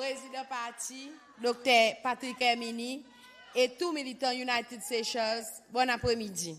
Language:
Seselwa Creole French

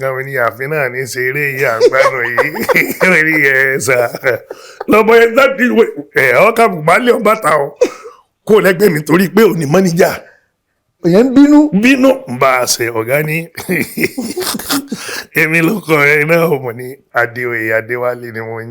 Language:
Yoruba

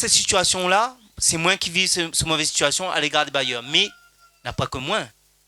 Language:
Réunion Creole French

